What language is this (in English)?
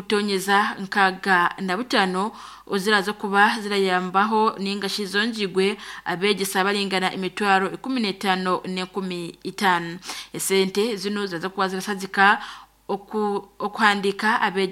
Nyankole